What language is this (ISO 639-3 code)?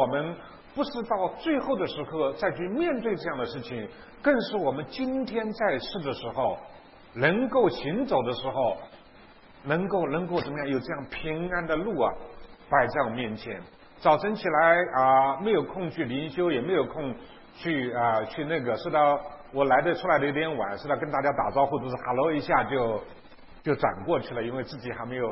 zho